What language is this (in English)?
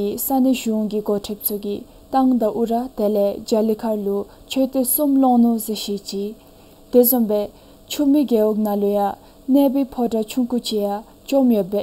Dzongkha